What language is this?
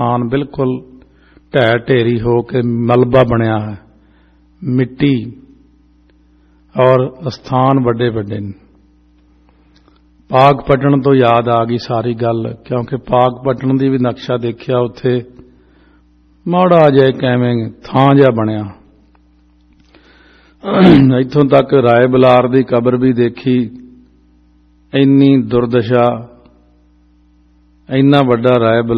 Punjabi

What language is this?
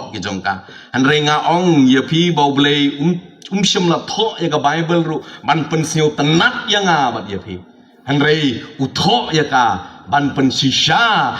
Khasi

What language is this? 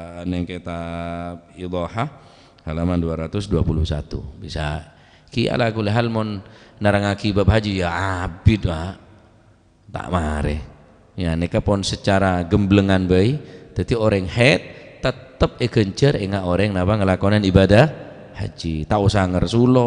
Madurese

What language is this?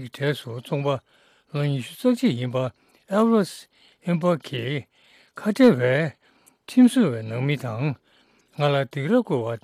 Tibetan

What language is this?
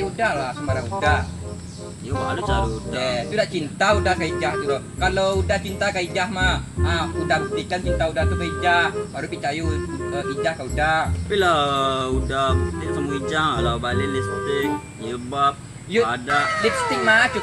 Minangkabau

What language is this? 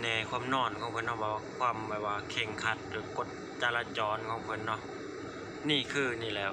Lao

